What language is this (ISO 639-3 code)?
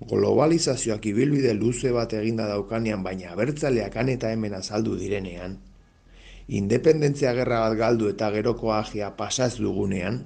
eus